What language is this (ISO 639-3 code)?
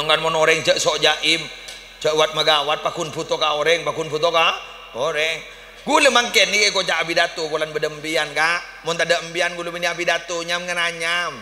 mad